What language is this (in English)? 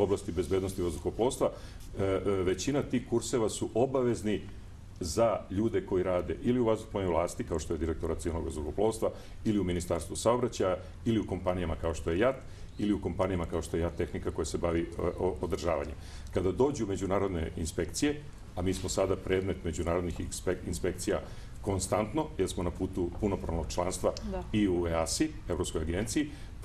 Serbian